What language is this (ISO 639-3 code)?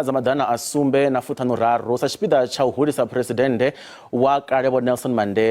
ven